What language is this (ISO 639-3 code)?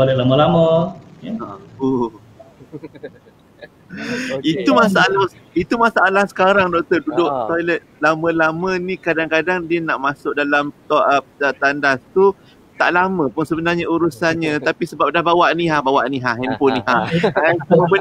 msa